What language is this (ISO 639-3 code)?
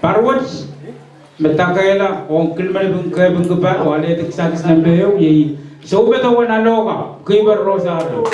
pon